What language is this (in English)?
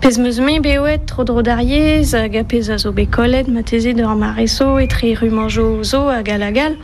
Breton